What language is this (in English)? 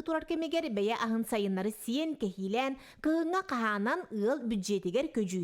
Yakut